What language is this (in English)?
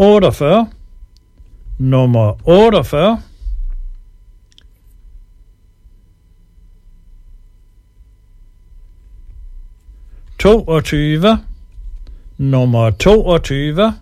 Danish